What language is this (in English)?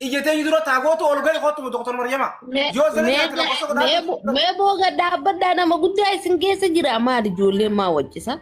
Oromo